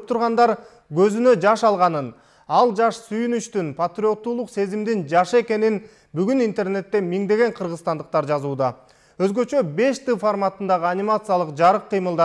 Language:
Kyrgyz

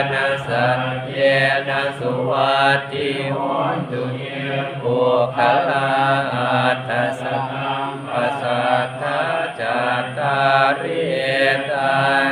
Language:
Pali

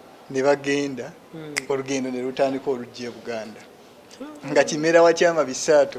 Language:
Ganda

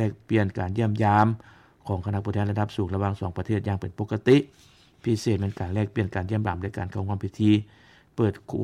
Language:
Lao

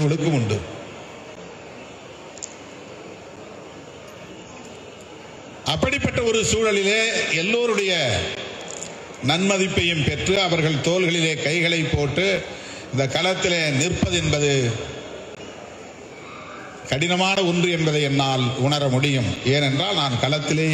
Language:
Tamil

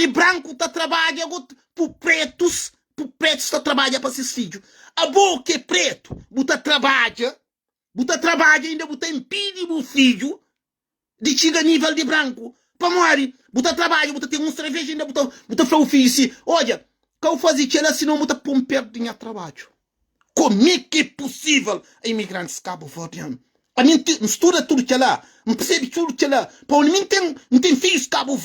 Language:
Kabuverdianu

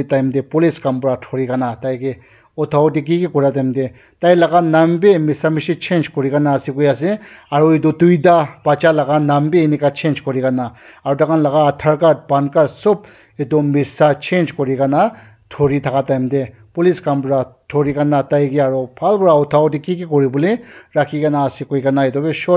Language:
Naga Pidgin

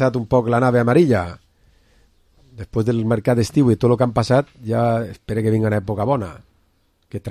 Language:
Catalan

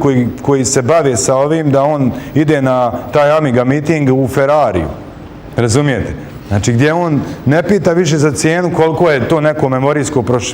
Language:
Bosnian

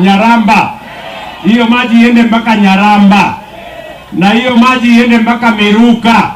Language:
Gusii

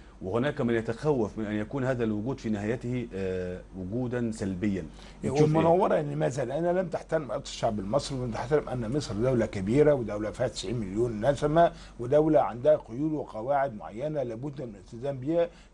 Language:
Arabic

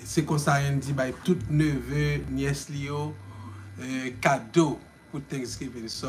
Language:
Haitian Creole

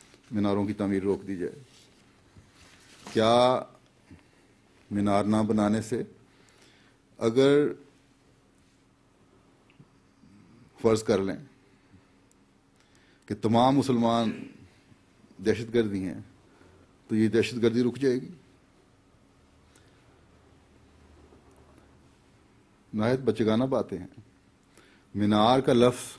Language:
Urdu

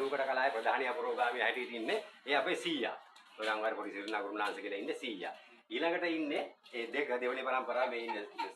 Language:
Sinhala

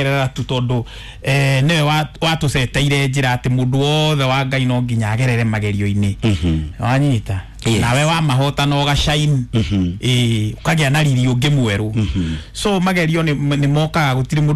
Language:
Kikuyu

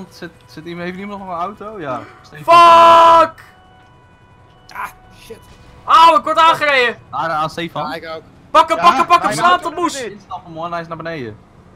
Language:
Dutch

